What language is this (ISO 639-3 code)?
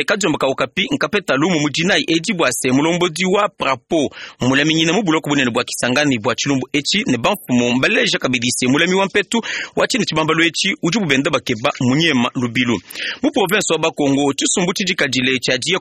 lua